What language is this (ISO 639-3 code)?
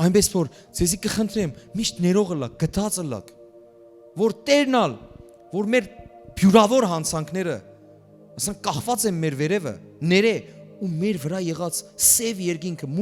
hyw